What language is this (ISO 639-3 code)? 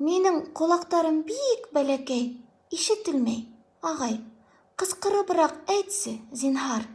bak